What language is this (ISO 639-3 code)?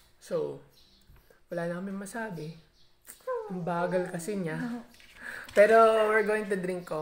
fil